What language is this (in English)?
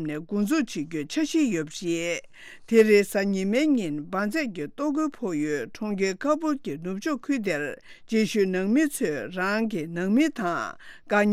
Tibetan